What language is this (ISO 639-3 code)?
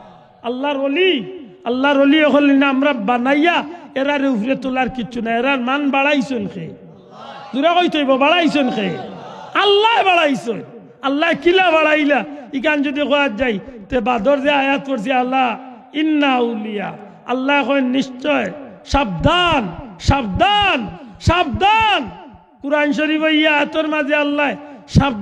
syl